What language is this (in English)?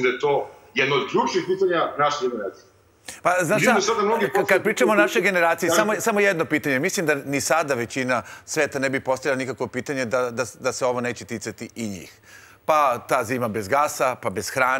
Serbian